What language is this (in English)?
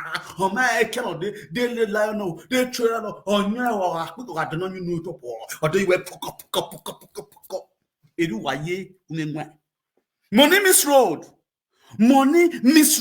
Nigerian Pidgin